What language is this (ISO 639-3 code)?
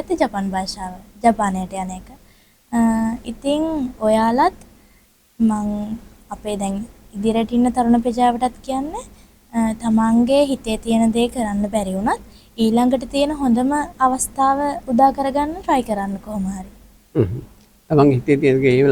sin